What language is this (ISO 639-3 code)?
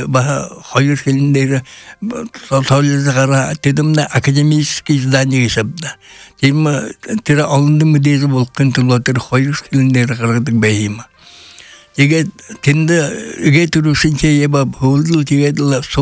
bua